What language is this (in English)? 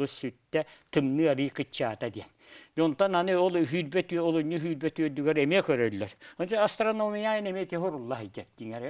Yakut